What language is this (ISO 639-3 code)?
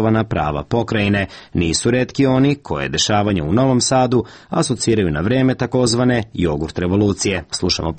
srp